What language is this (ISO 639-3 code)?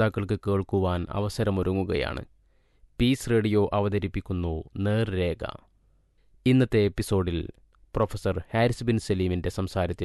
mal